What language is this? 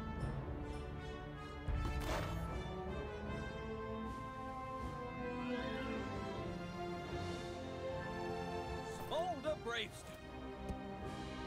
English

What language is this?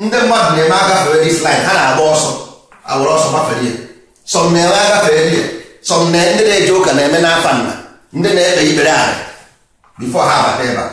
Igbo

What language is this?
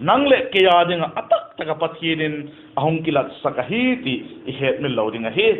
Vaiphei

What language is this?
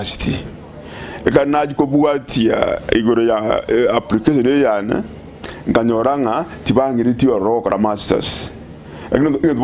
Gusii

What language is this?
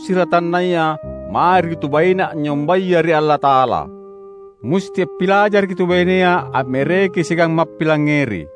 Makasar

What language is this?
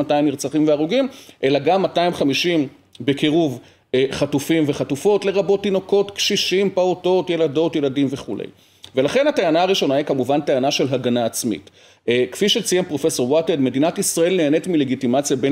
Hebrew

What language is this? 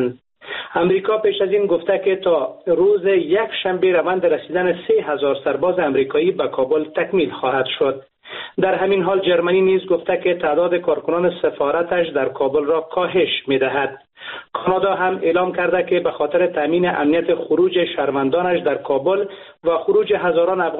Persian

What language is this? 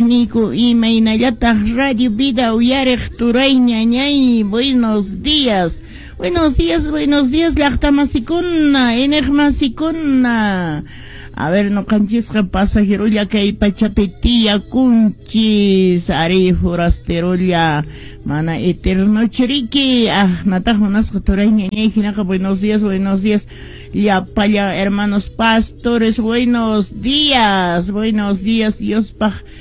Quechua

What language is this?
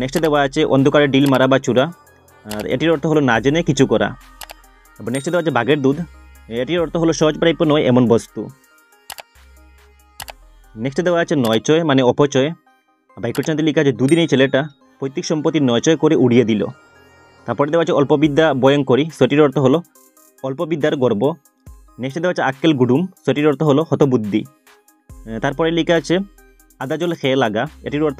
Bangla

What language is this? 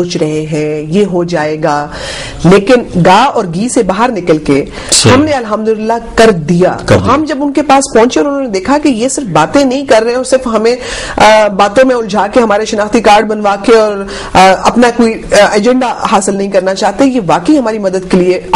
Urdu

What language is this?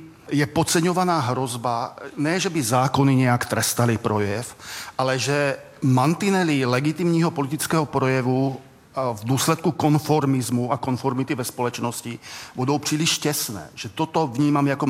Czech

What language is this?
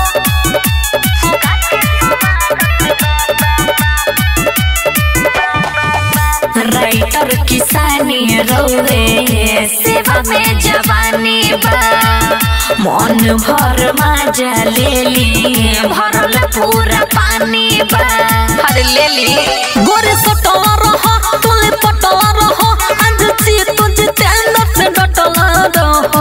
Bhojpuri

